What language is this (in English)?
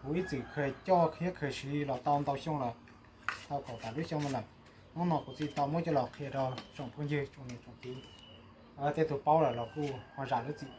Hmong